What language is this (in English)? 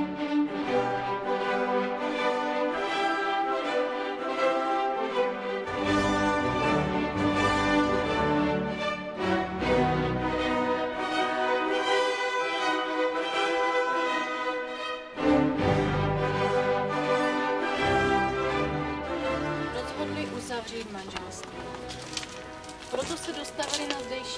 Czech